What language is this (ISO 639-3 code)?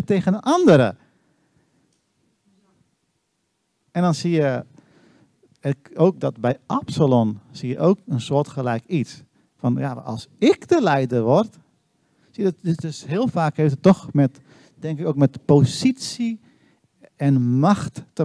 nld